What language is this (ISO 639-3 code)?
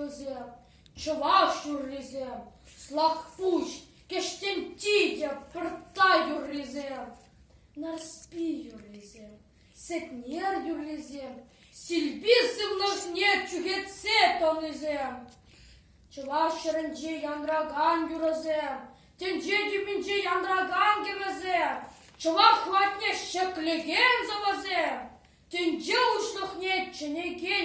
chv